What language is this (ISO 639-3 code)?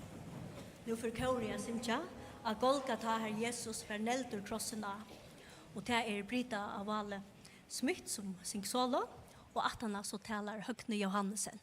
fao